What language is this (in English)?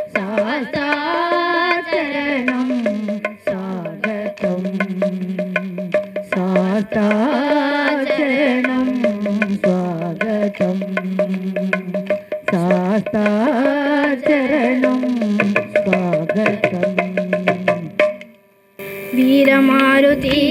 Tamil